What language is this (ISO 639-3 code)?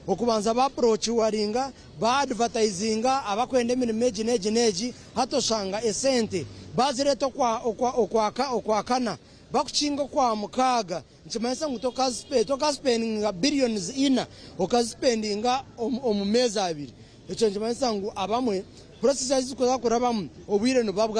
nyn